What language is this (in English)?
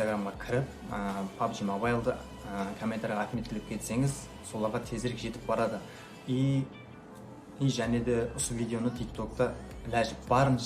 Kara-Kalpak